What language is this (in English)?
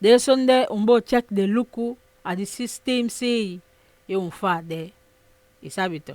Saramaccan